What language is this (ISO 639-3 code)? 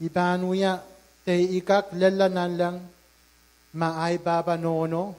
pon